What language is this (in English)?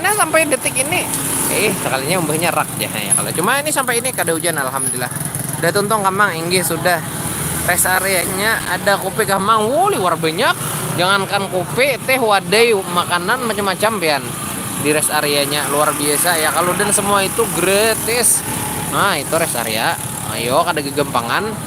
Banjar